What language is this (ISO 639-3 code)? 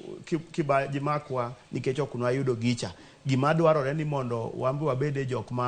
luo